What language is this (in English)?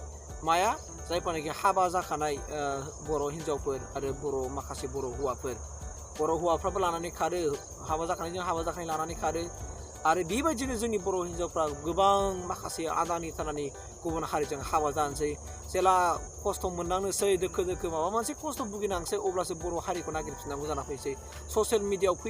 Bodo